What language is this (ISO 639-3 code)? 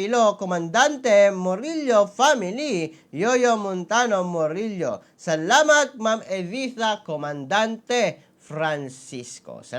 ceb